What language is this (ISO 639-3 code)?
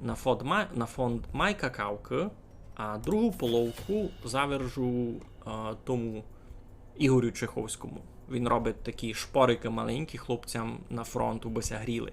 rue